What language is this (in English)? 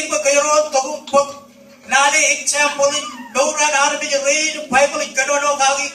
Marshallese